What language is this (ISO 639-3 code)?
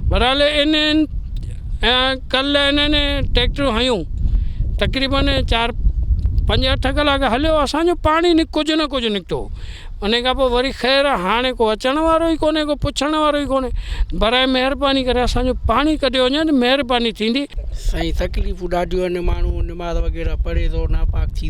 snd